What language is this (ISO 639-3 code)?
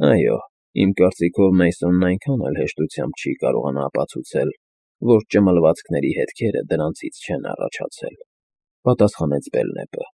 hye